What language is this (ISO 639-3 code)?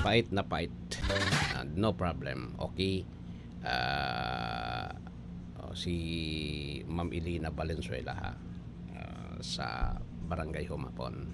bik